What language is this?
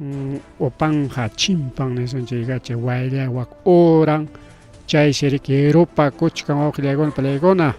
Ayacucho Quechua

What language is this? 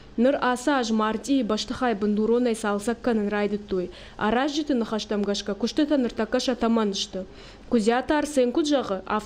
Ossetic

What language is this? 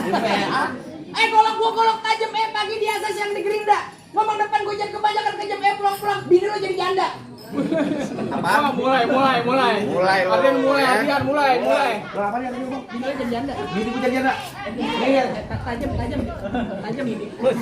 Betawi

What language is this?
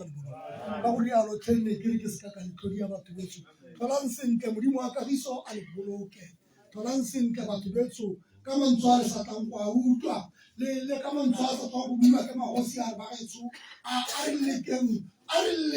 Tswana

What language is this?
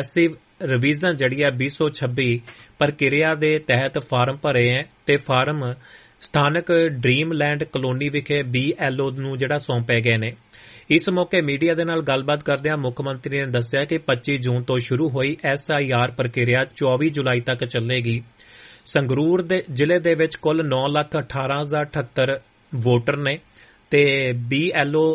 Punjabi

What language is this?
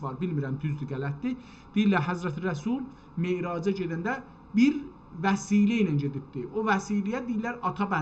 South Azerbaijani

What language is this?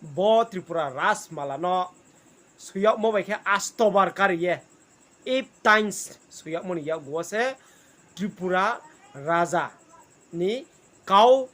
Riang (India)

